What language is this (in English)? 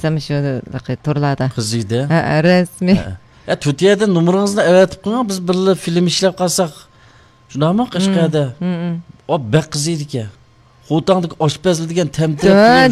Uyghur